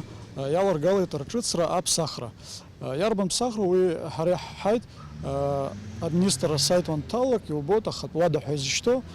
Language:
Abkhazian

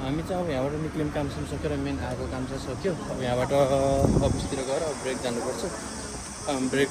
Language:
Nepali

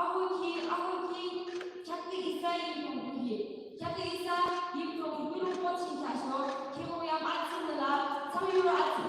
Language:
Yimchungru Naga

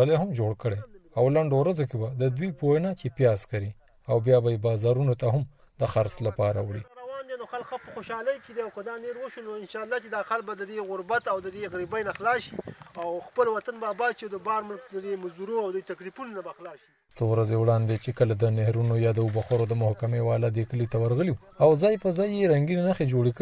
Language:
Pashto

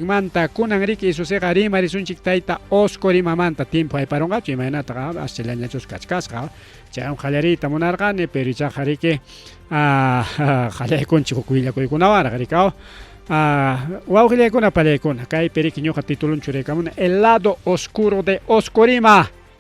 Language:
Ayacucho Quechua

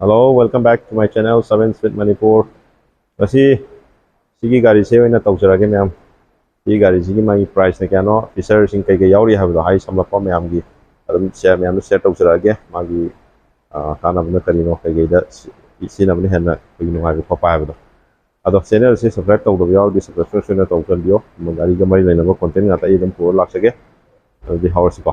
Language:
Manipuri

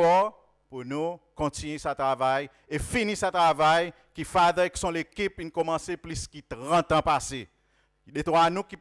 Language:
Seselwa Creole French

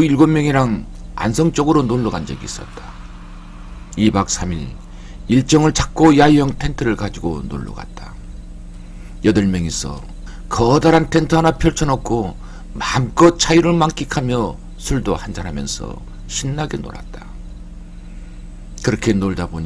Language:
Korean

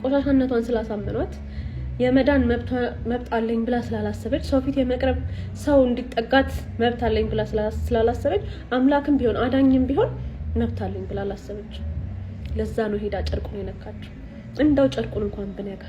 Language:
Amharic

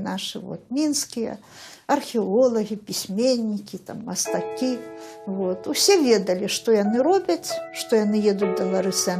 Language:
Belarusian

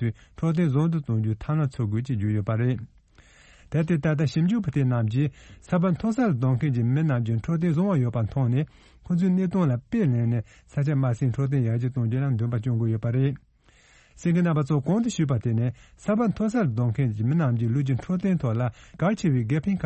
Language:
Tibetan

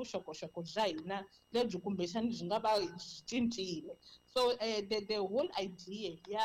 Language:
Tsonga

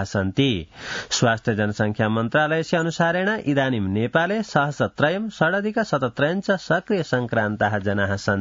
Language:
Sanskrit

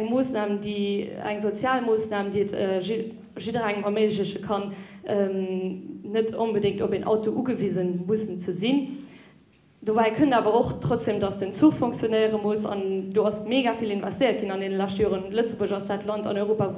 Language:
Luxembourgish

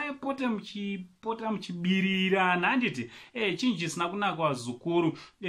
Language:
Shona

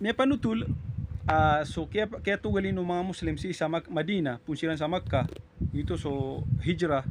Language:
Maranao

